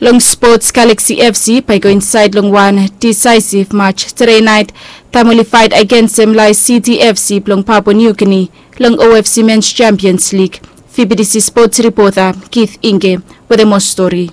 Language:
Bislama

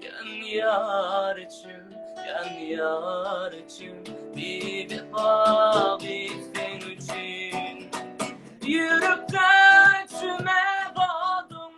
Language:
Turkmen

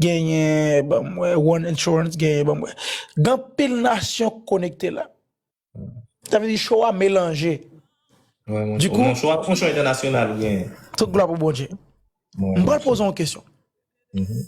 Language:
Haitian Creole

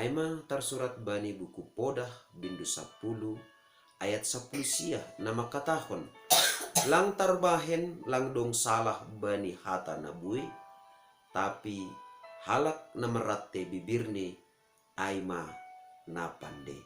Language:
Batak Simalungun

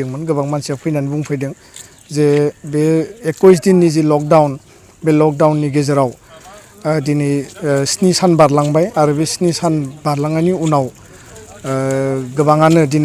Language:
Bodo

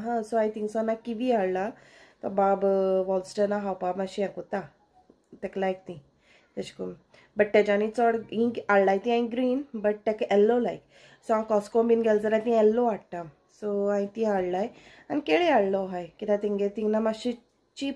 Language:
Konkani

